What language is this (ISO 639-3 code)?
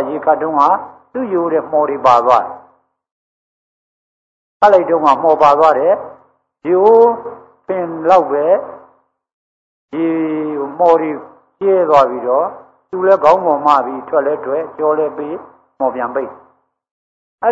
mya